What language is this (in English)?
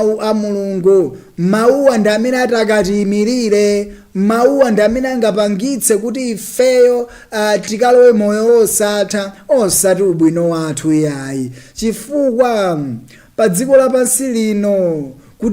Nyanja